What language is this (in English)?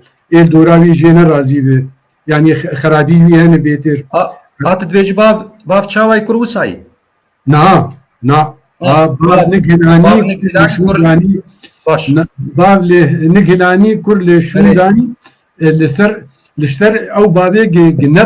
Kurdish